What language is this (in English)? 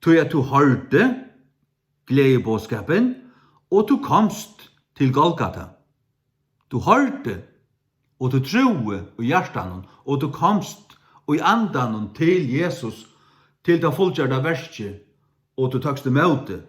Faroese